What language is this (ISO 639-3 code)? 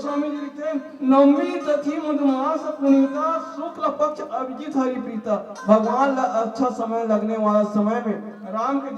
hne